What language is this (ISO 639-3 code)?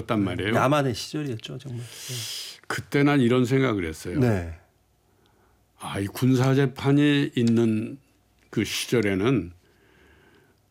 kor